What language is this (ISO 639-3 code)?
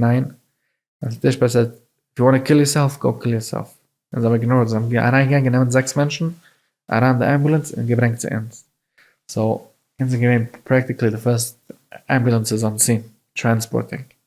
yid